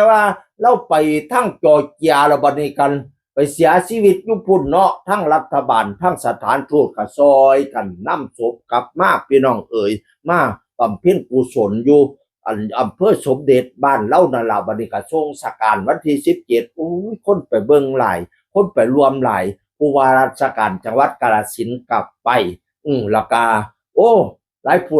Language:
Northeastern Thai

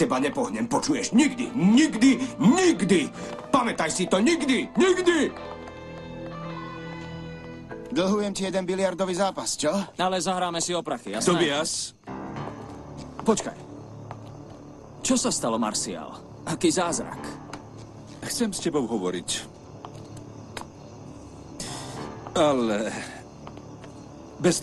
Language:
Slovak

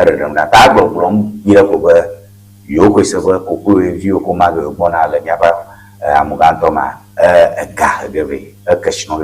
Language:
Ewe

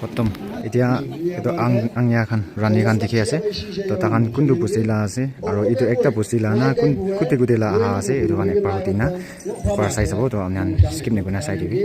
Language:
Naga Pidgin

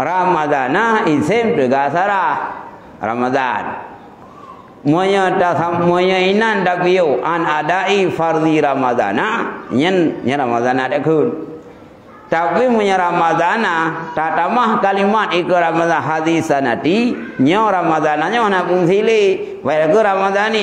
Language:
Achinese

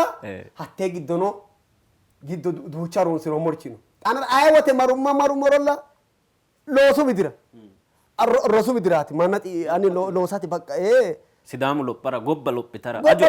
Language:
Sidamo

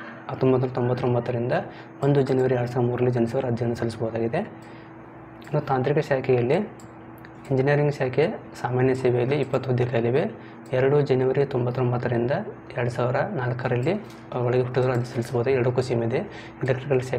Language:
Kannada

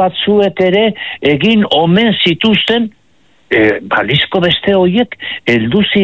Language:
Basque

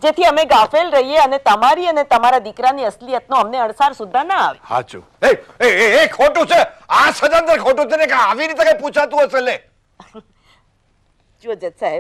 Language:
Gujarati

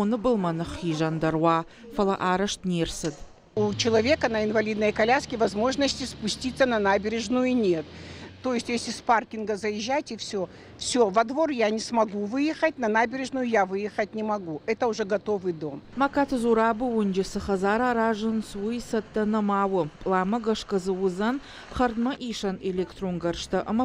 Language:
Ossetic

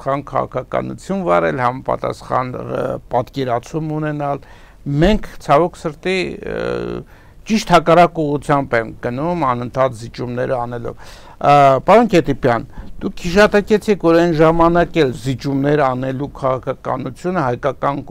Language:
Armenian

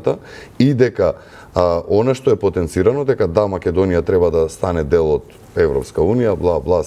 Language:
Macedonian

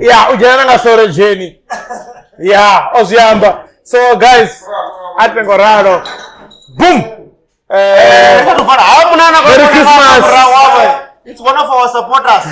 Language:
Venda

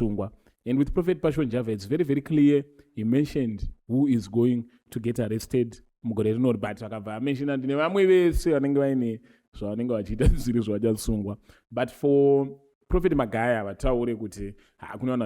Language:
Shona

